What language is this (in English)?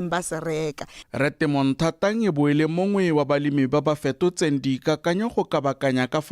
Tswana